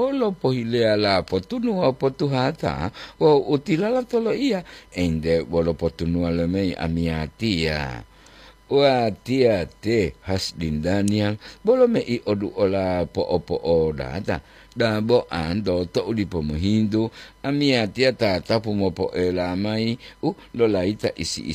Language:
Gorontalo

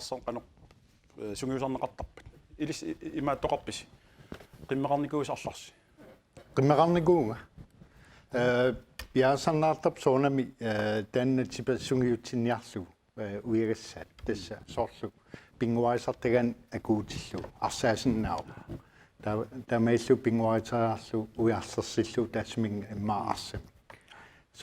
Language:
Kalaallisut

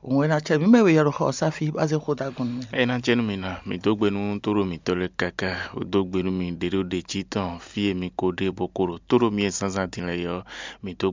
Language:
Fon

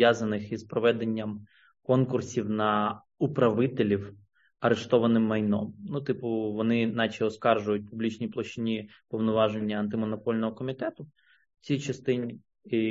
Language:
Ukrainian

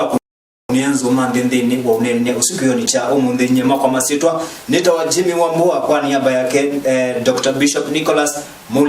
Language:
Kamba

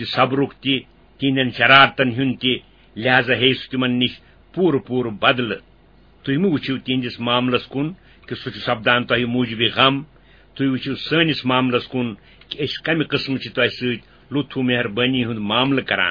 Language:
Kashmiri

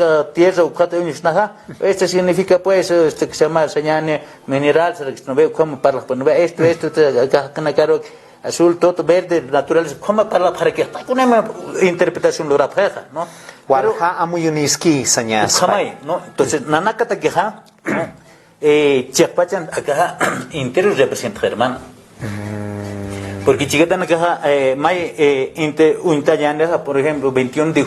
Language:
Aymara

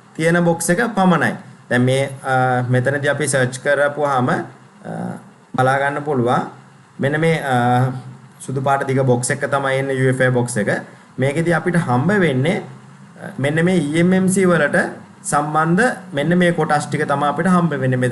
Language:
Sinhala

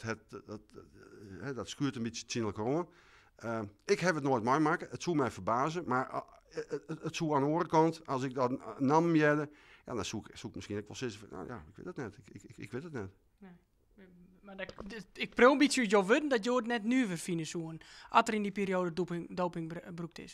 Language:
Western Frisian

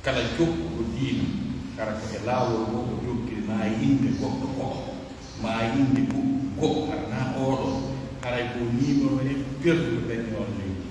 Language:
Pular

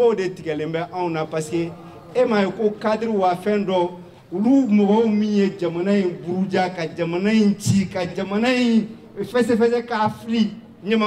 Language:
Bambara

